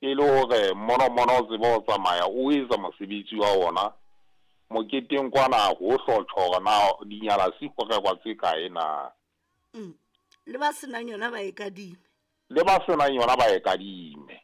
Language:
Southern Sotho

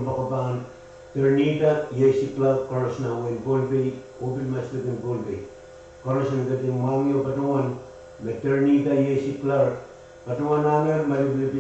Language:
Pohnpeian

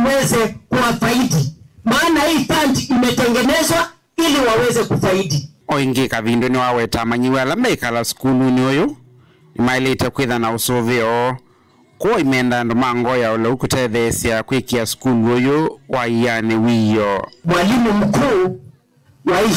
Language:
Kamba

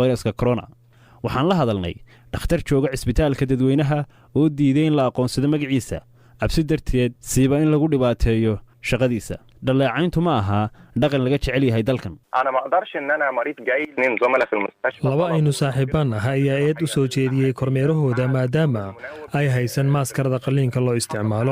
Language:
Somali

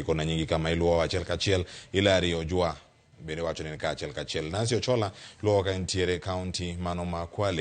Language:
Luo (Kenya and Tanzania)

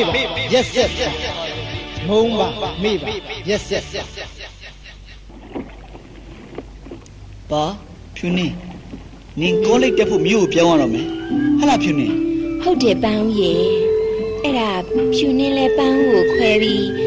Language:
Burmese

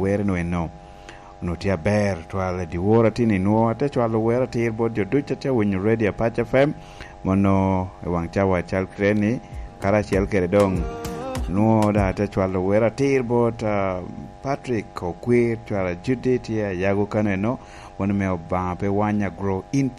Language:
Lango (Uganda)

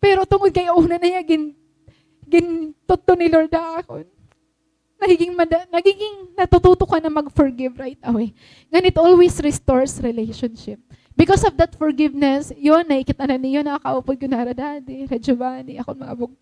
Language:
Waray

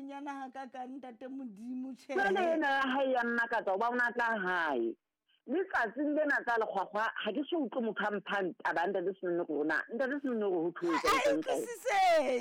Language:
Southern Sotho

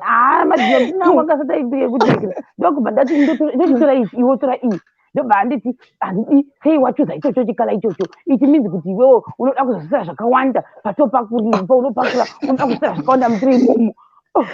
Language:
Shona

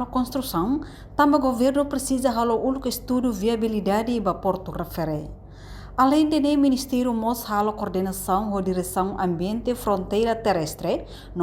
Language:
Tetum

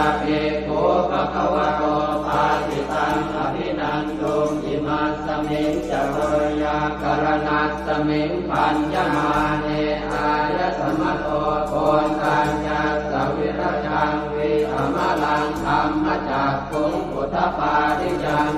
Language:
Pali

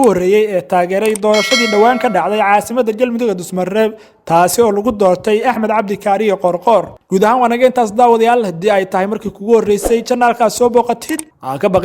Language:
Somali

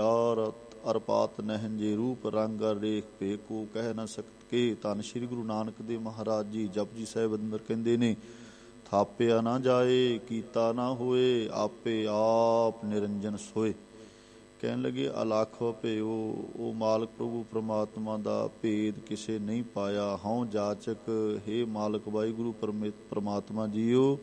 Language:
Punjabi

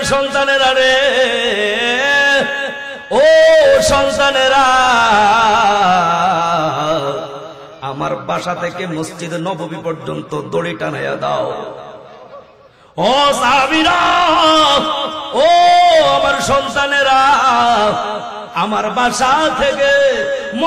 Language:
Bangla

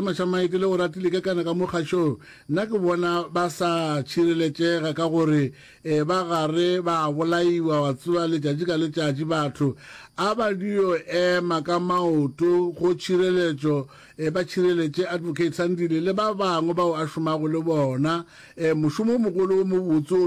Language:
Northern Sotho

